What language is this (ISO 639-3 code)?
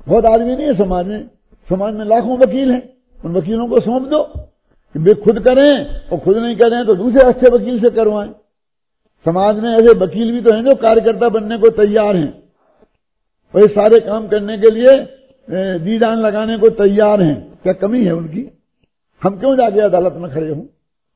hin